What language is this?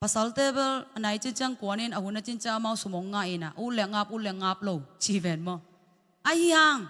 Tedim Chin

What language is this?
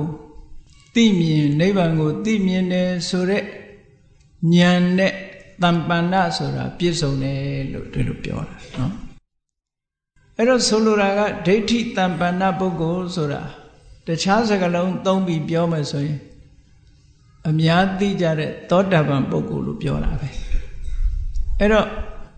Burmese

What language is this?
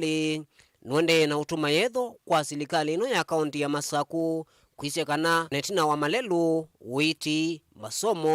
Kamba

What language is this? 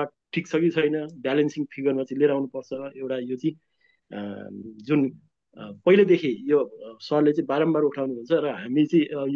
Nepali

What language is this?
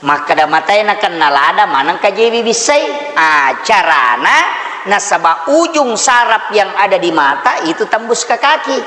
Buginese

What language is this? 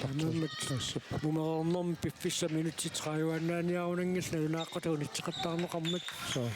Kalaallisut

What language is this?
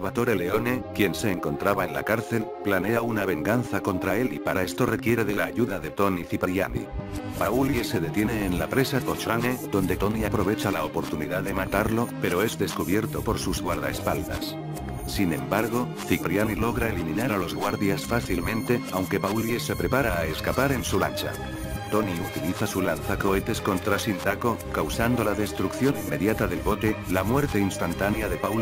Spanish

